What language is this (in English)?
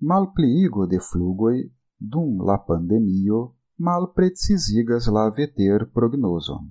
Esperanto